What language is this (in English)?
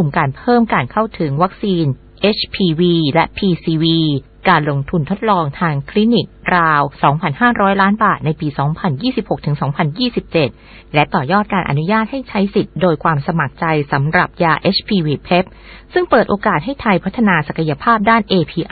Thai